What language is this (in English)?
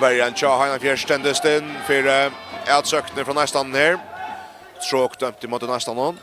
Faroese